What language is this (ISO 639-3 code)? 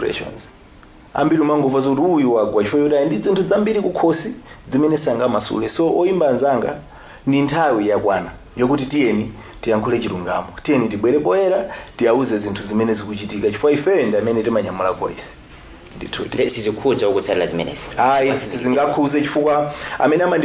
nya